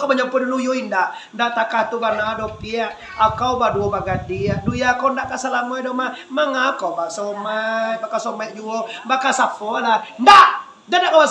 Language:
Minangkabau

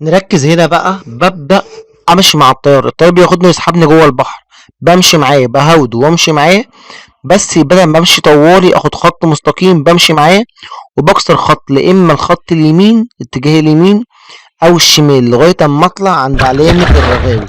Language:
Egyptian Arabic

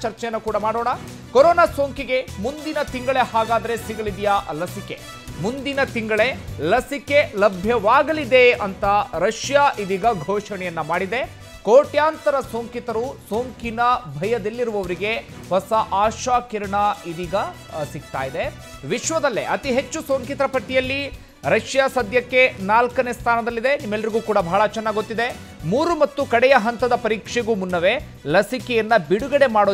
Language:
Kannada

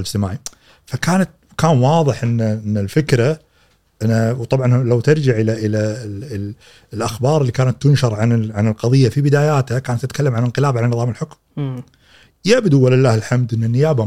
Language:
Gulf Arabic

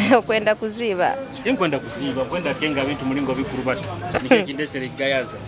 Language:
Nyoro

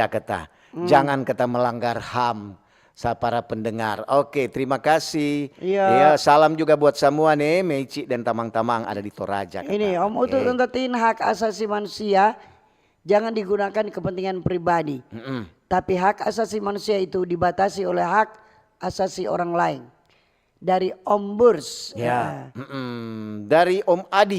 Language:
Manado Malay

